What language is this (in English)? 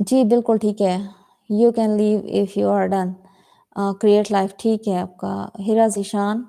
Saraiki